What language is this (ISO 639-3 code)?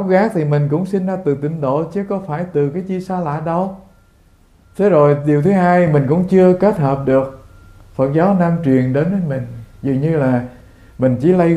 vie